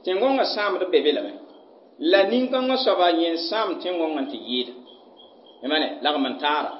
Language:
Mossi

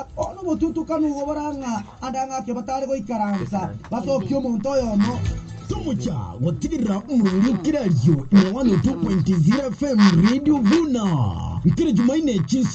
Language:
Gusii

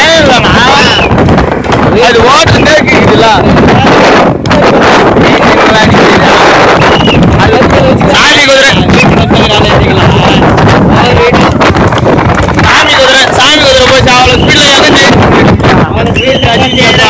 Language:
Tamil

